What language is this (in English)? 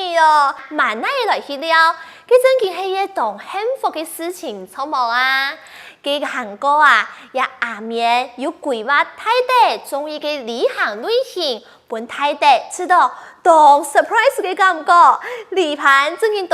Hakka Chinese